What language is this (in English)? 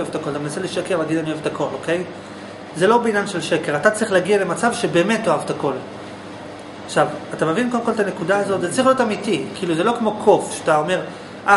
Hebrew